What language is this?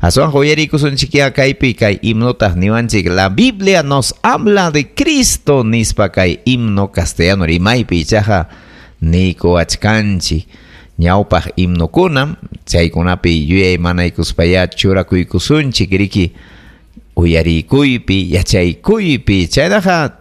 Ayacucho Quechua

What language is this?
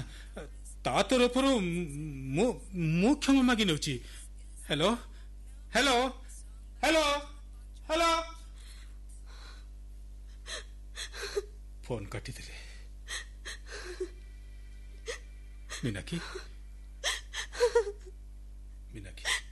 Odia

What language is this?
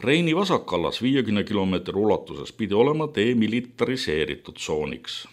Estonian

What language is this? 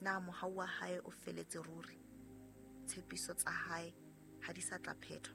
Southern Sotho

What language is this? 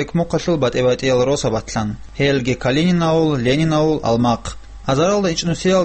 Avaric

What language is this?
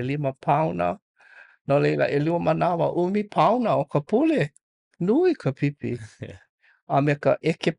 Hawaiian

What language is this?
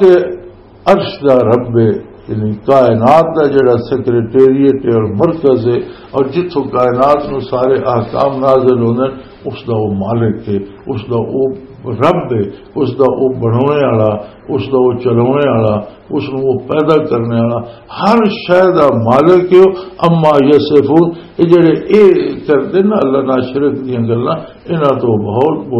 Western Panjabi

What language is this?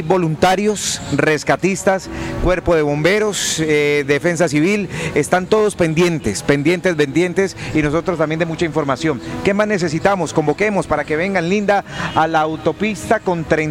Spanish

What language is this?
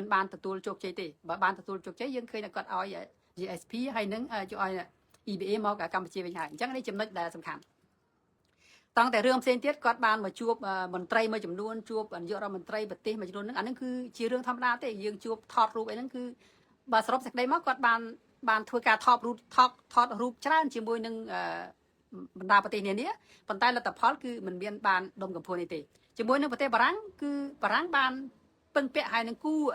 Khmer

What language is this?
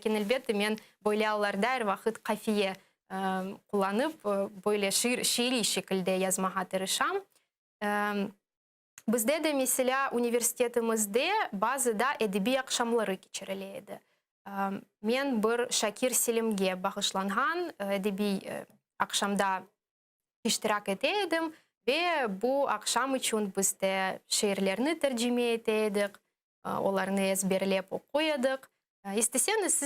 Crimean Tatar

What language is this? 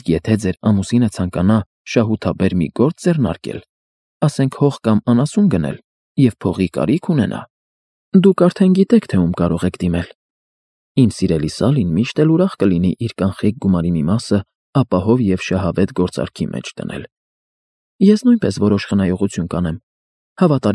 Armenian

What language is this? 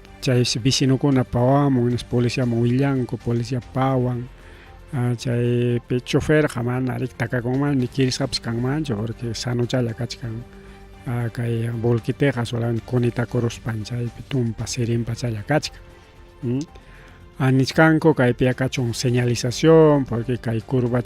Ayacucho Quechua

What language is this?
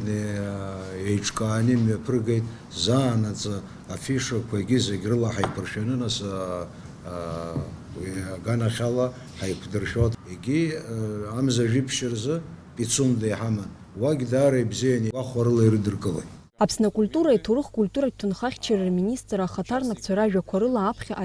Abkhazian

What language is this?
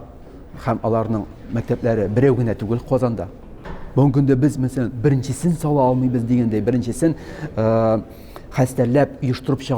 Tatar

